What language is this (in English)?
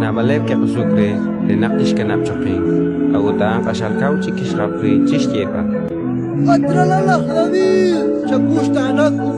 Kekchí